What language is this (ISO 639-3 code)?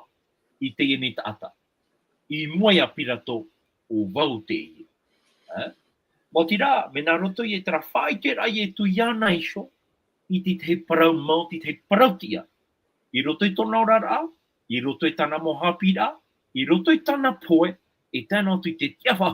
tah